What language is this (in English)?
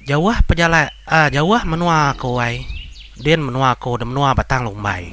Iban